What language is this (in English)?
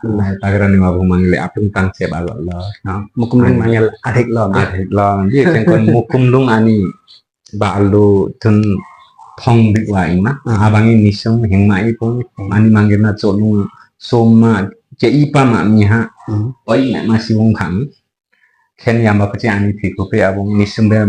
Limbu